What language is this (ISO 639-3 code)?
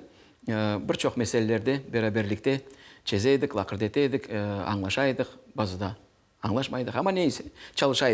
crh